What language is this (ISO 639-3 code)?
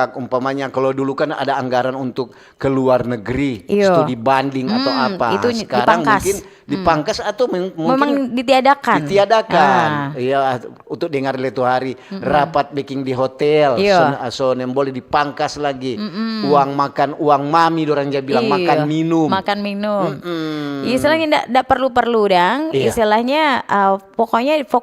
xmm